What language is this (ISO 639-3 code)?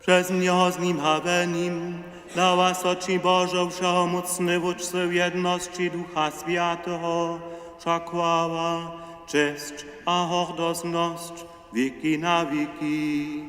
hsb